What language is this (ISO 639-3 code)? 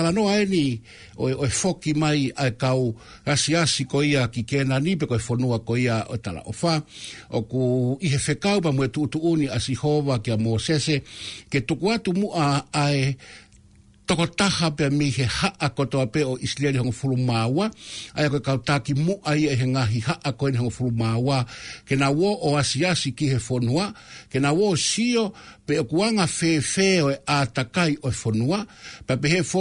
ton